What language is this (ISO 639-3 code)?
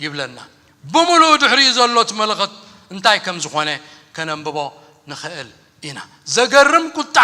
tir